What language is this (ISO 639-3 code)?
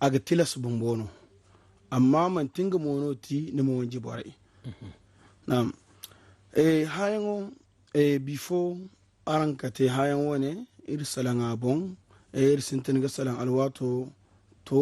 dje